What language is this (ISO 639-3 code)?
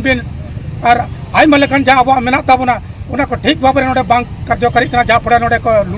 sat